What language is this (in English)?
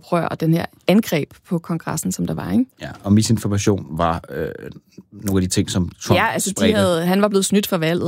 Danish